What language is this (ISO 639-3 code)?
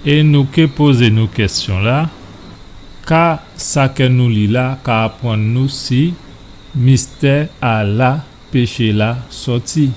gcf